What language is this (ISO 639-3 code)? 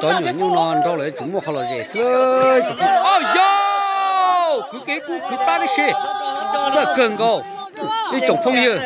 hmn